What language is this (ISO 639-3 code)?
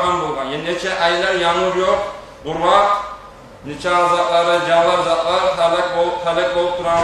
kum